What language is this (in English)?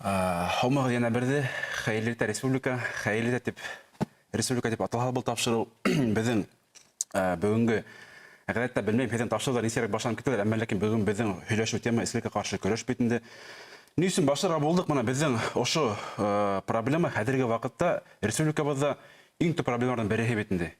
Bashkir